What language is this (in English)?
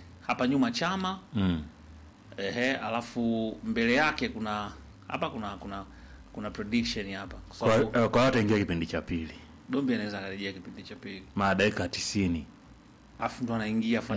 Swahili